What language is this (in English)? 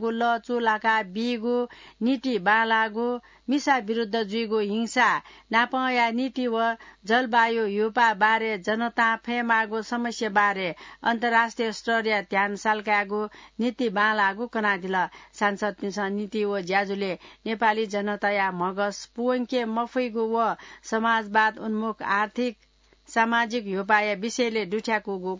Newari